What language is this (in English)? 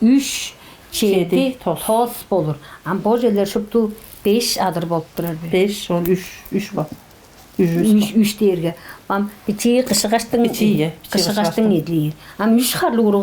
Tuvinian